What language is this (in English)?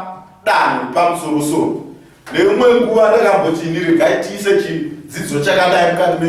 Shona